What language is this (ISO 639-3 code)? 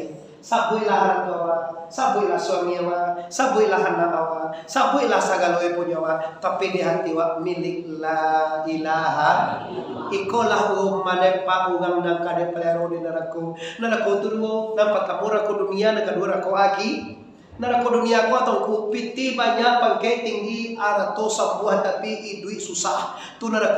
min